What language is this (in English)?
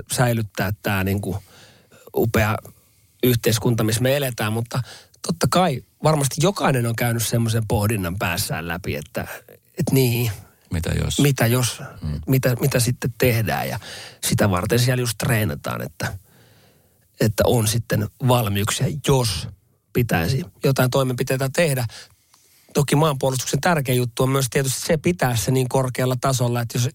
Finnish